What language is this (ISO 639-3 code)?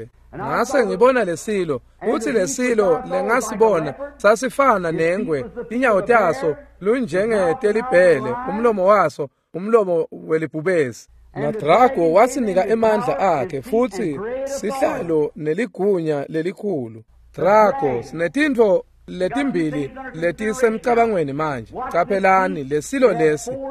ssw